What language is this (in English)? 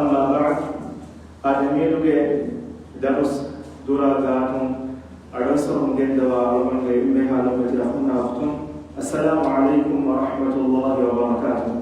Divehi